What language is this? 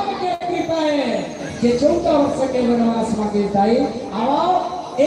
Chhattisgarhi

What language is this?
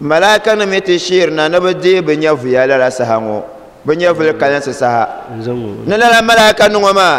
Dagbani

